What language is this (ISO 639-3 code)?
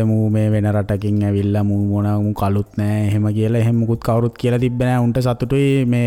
sin